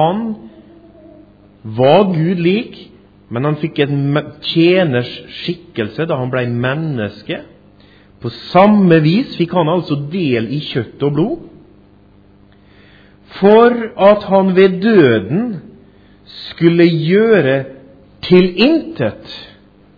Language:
Norwegian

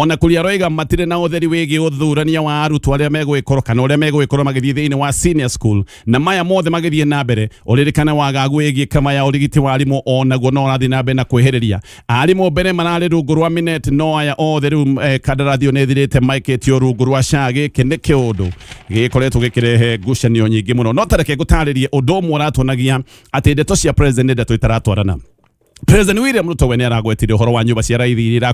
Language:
Kikuyu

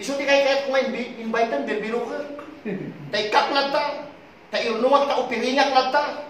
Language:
Iloko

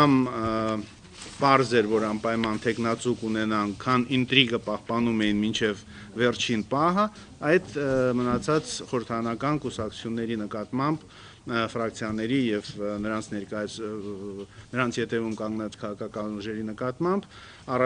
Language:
Armenian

